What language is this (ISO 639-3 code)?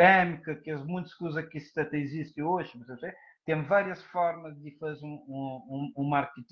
kea